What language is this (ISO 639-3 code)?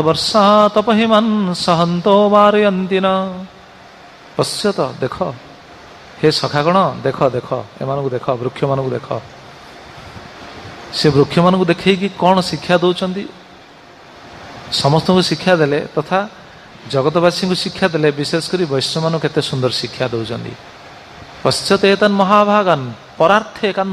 ori